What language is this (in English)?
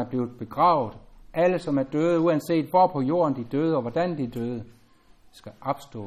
Danish